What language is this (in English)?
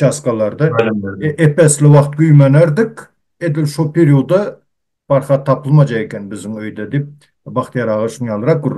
Turkmen